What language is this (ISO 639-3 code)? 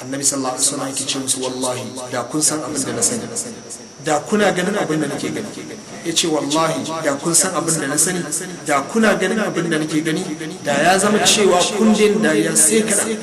hau